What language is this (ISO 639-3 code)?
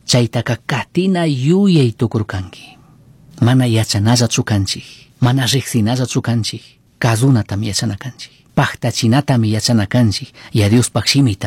qug